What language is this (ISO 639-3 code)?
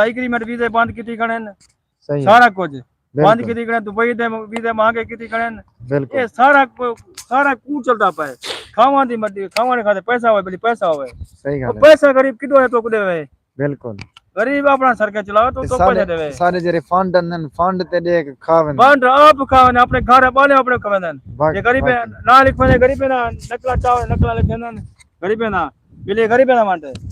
skr